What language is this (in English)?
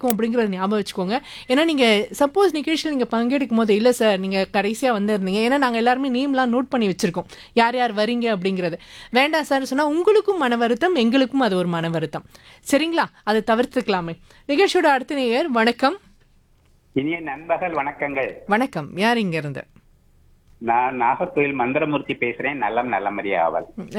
Tamil